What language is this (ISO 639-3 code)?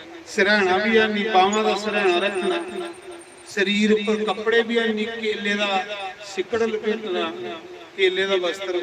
doi